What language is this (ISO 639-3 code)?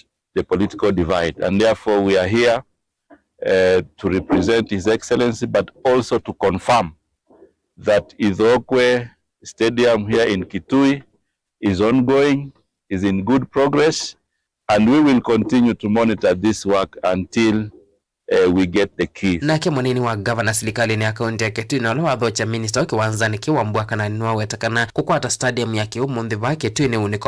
kam